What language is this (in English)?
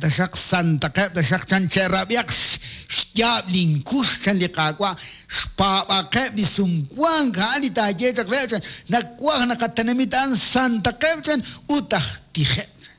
Kekchí